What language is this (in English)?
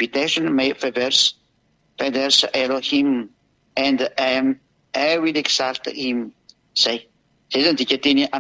Malagasy